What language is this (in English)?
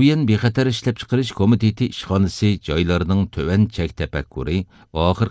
Uyghur